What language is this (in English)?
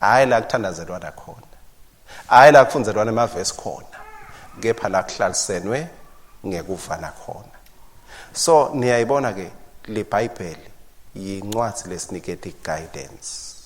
Swati